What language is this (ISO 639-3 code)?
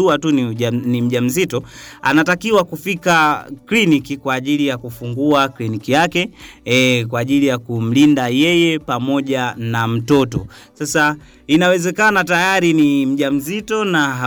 swa